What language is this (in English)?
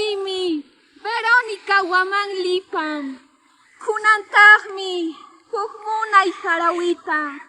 Quechua